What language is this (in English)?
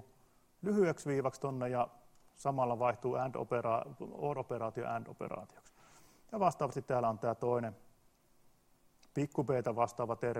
Finnish